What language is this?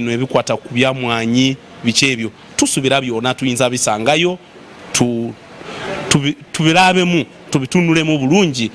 Ganda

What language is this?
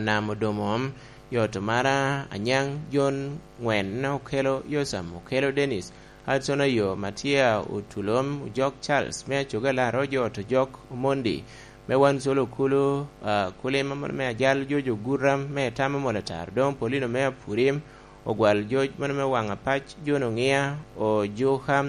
Lango (Uganda)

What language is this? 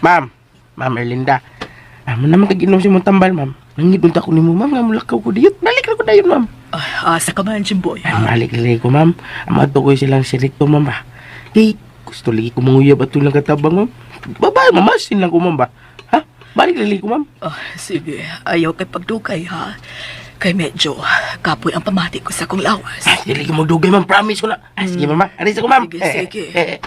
Cebuano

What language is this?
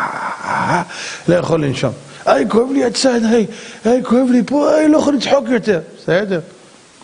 Hebrew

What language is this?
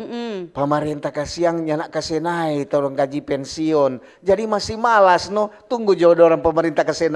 Manado Malay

